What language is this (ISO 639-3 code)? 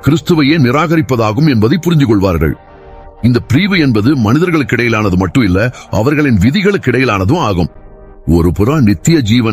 tam